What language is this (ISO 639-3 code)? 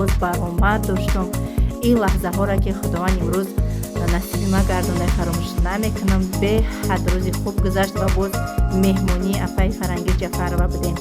tgk